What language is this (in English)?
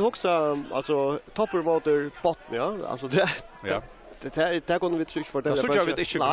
Faroese